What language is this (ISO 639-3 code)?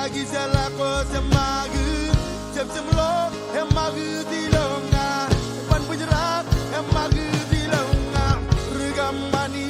mah